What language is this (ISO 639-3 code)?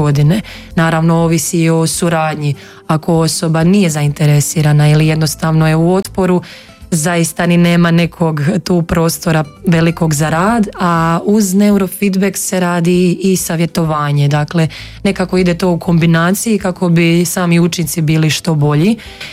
hrv